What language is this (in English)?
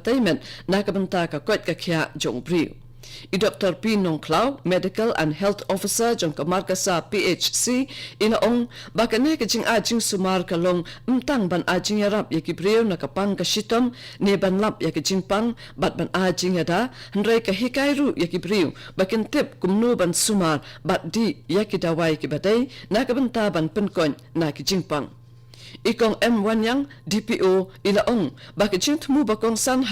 Khasi